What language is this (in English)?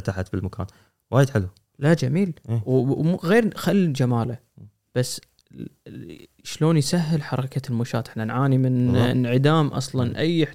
Gulf Arabic